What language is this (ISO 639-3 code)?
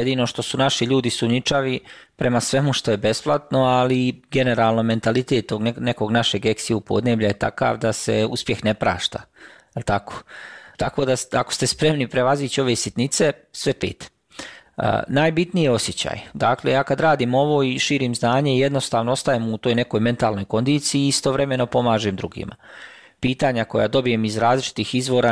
bos